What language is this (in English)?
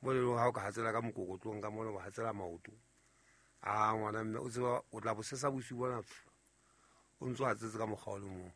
Southern Sotho